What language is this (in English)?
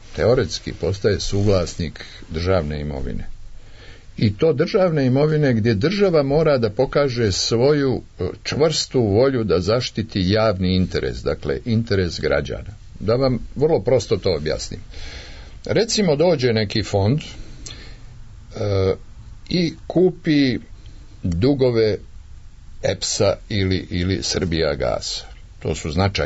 Serbian